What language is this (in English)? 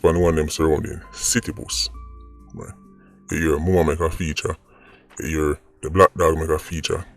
Jamaican Creole English